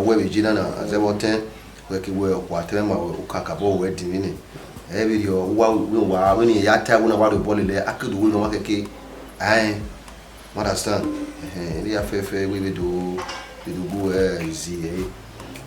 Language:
Bini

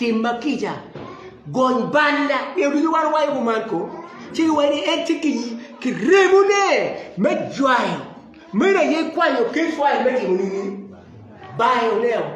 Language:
Acoli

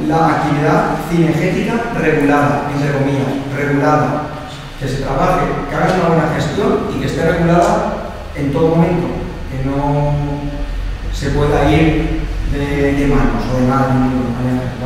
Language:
Spanish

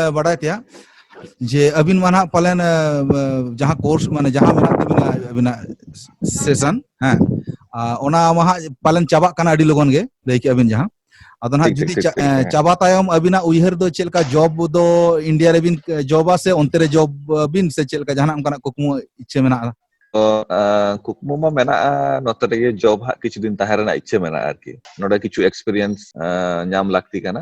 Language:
Santali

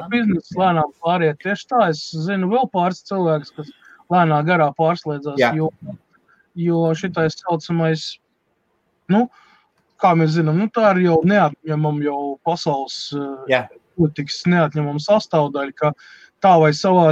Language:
Latvian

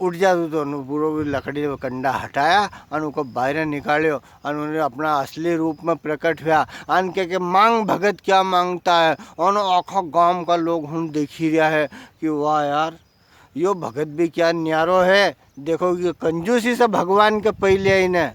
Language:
Rajasthani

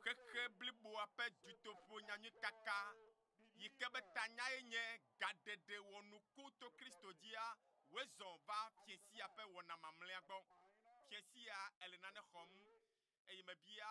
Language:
Ewe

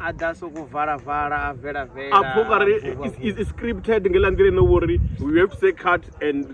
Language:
Venda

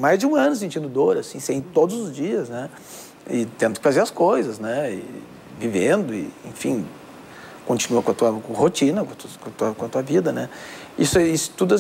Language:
Portuguese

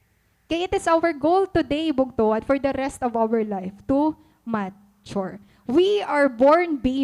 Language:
Waray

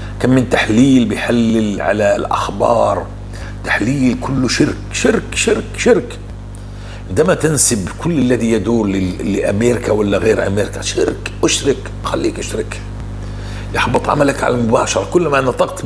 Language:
North Levantine Arabic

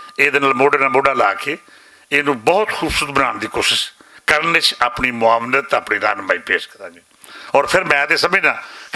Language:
Western Panjabi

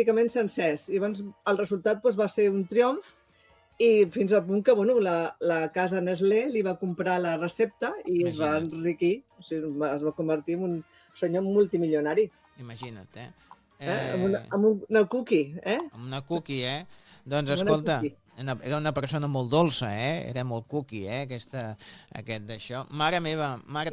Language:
Catalan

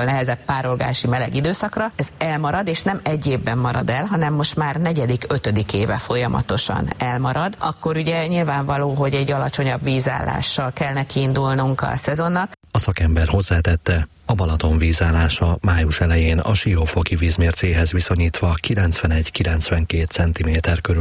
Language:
Hungarian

